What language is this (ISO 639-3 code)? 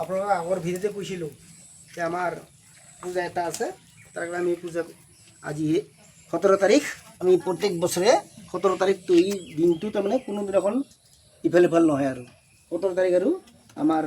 asm